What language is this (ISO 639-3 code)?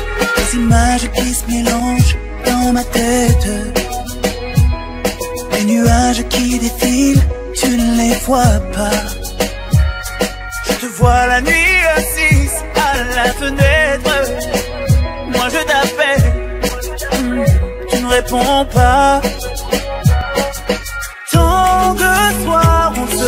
fra